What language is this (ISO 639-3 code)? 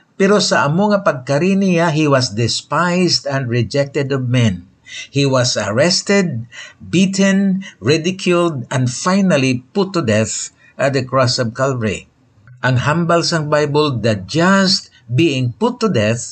hil